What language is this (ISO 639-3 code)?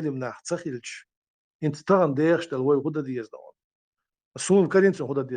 che